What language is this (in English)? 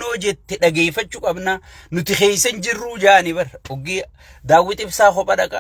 Oromo